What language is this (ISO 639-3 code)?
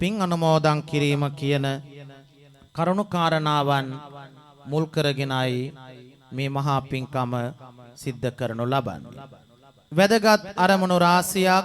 sin